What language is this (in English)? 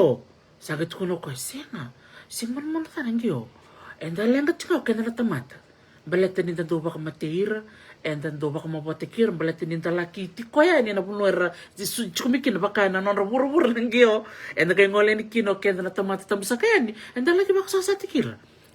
Fijian